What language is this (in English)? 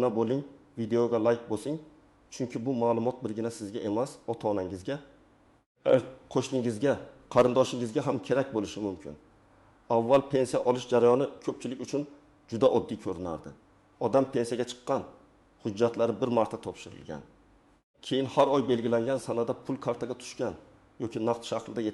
Uzbek